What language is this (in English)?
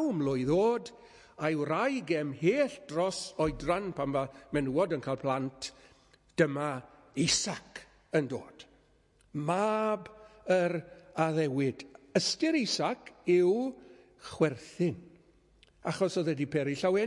Welsh